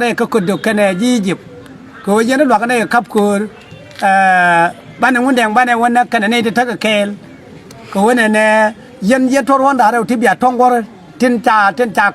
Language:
Nuer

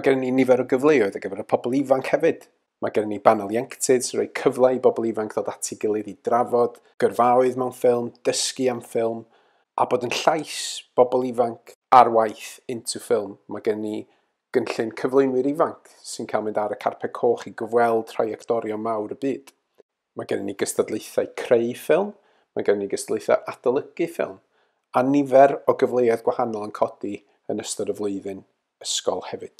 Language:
Welsh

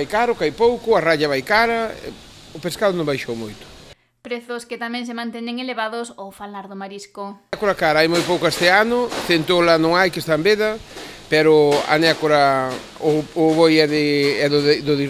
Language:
Galician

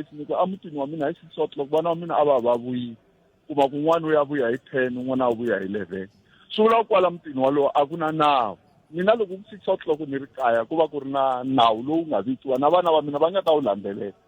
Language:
Tsonga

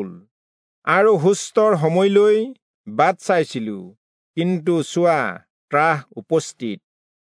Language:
Assamese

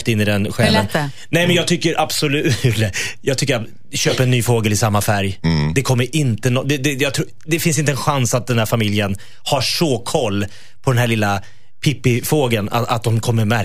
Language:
Swedish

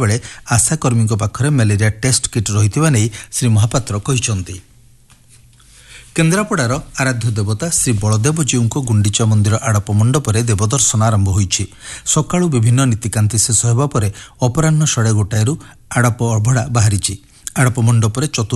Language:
Odia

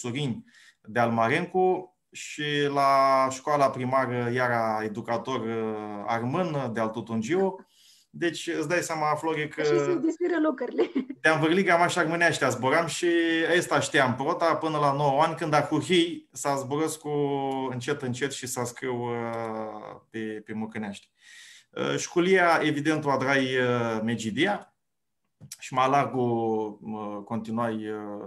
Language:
Aromanian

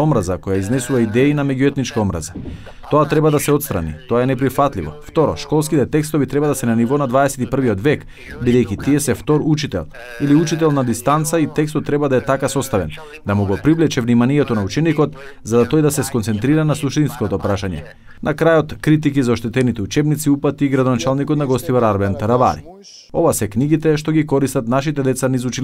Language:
Macedonian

